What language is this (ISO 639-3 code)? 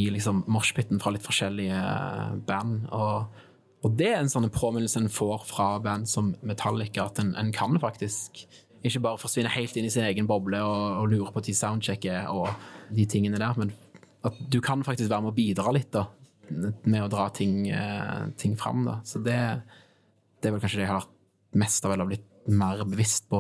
nor